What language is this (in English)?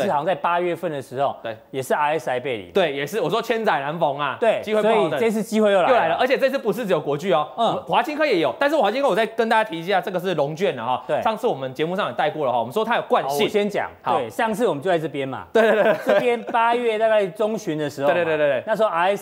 Chinese